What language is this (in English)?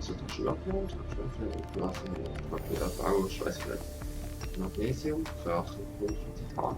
Swiss German